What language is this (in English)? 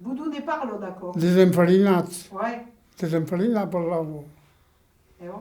Occitan